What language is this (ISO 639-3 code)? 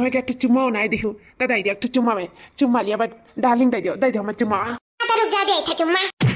awa